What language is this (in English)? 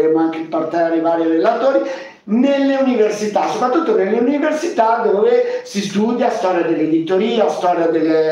Italian